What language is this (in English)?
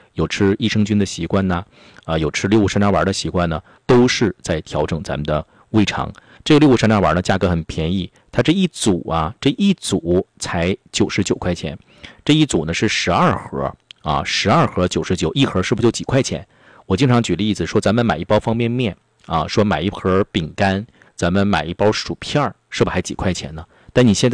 Chinese